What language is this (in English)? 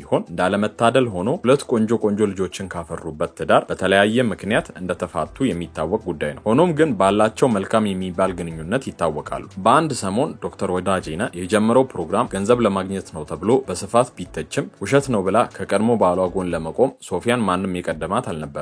Amharic